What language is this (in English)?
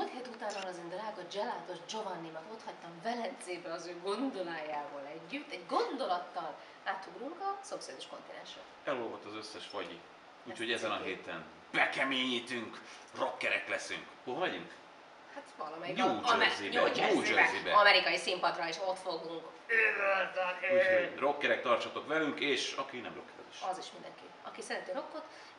Hungarian